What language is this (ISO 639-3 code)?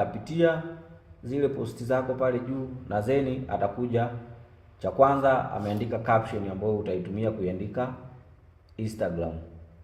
swa